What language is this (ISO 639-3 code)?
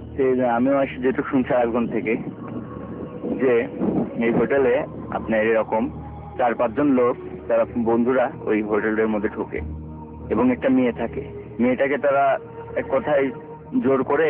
ben